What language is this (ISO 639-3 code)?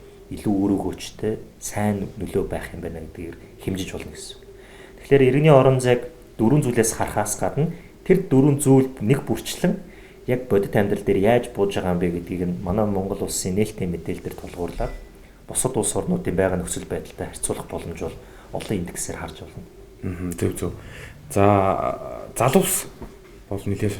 mon